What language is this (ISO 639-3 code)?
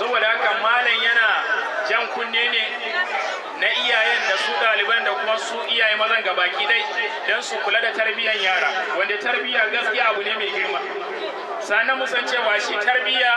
hau